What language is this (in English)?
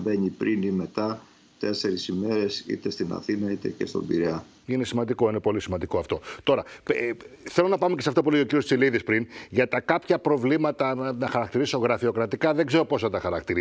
Greek